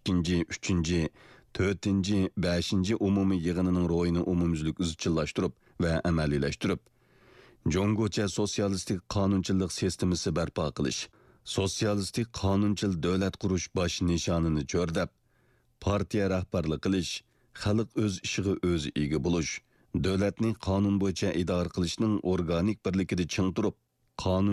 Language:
Uyghur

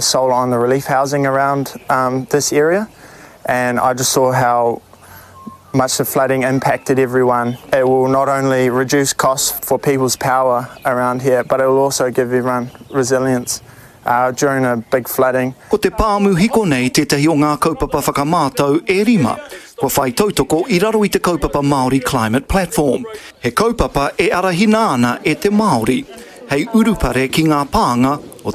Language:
Māori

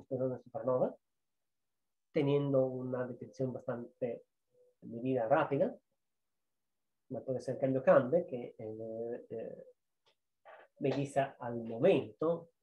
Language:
Spanish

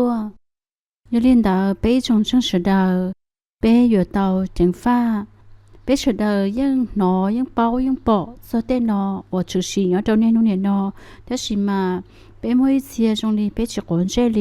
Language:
Hmong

